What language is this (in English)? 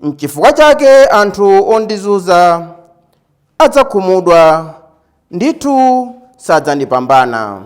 Nyanja